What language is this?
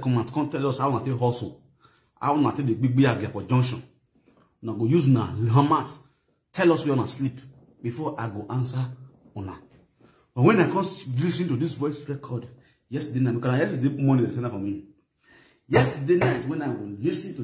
Nigerian Pidgin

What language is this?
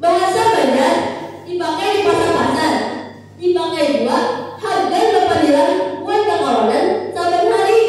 Banjar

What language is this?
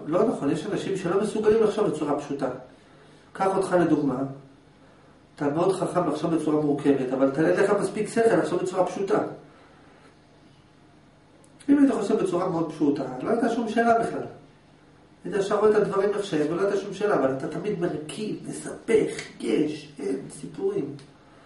Hebrew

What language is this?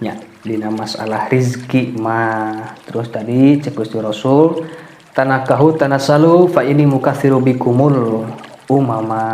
Sundanese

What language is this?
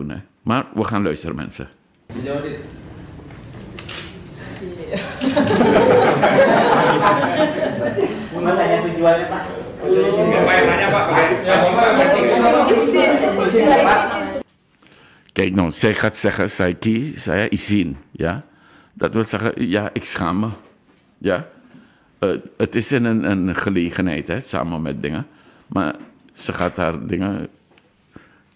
Dutch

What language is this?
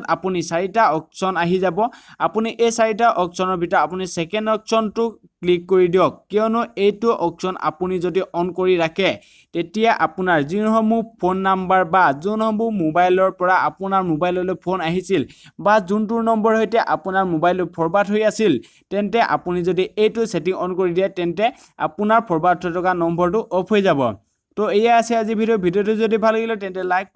Assamese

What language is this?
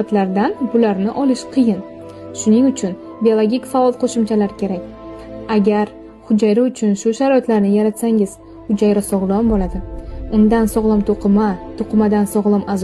Uzbek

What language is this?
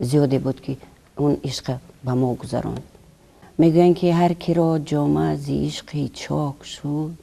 Tajik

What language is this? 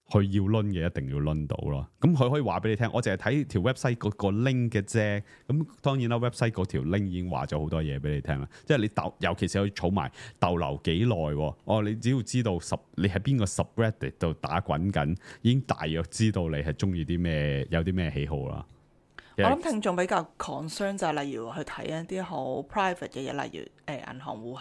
Cantonese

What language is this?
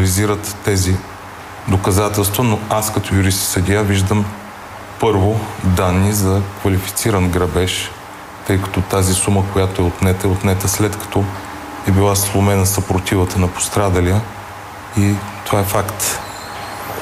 Bulgarian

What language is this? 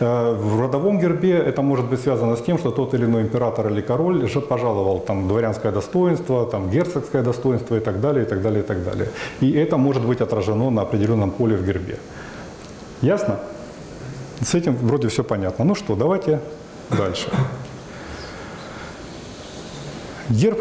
Russian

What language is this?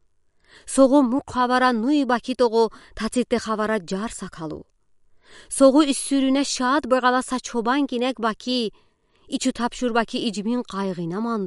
Udi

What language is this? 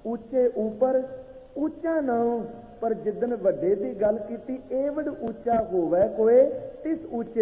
Punjabi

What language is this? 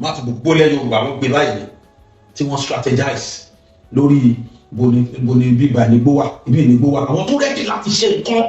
Yoruba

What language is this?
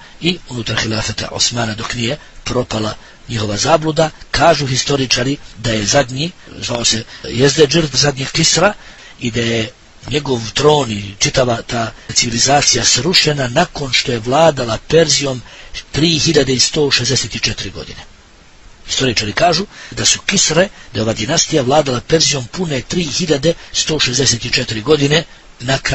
Bosnian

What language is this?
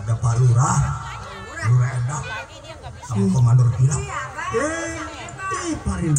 Betawi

